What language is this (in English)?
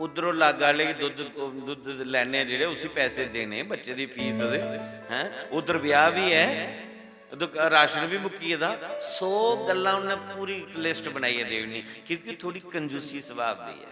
Dogri